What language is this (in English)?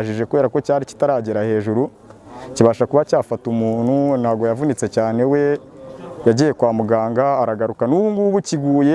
Kinyarwanda